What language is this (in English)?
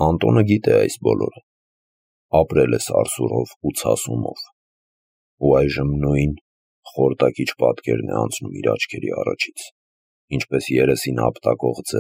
Armenian